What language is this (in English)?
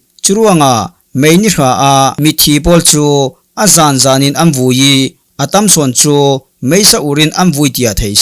Falam Chin